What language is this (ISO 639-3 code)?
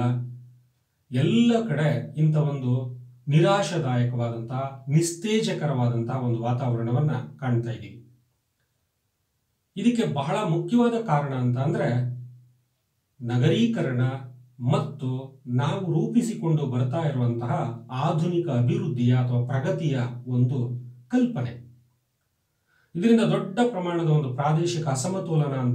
kan